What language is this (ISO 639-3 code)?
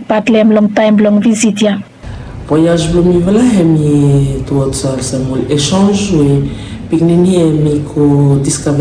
bis